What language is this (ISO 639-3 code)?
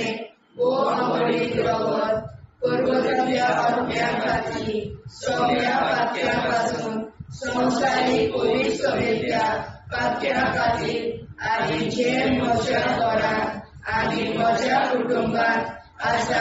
kok